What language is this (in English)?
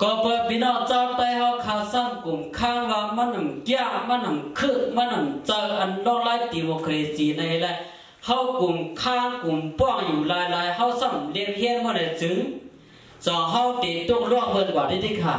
Shan